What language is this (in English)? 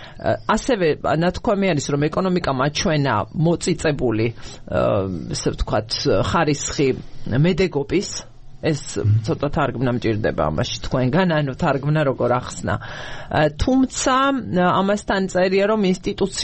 Georgian